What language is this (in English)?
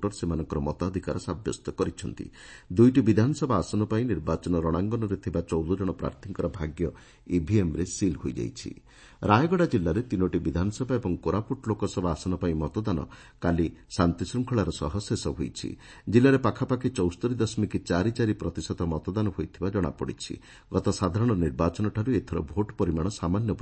Odia